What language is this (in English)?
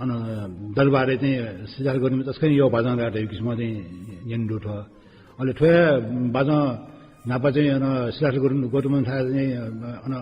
Newari